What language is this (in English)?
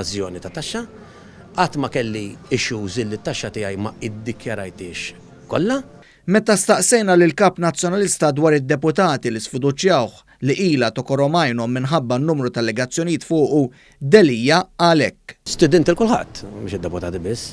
Maltese